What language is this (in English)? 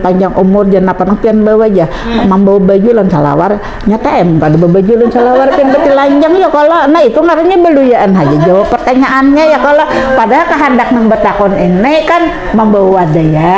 Banjar